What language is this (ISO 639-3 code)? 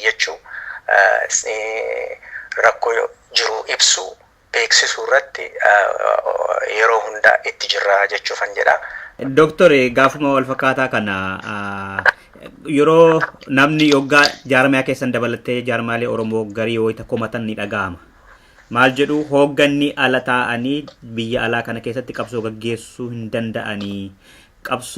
orm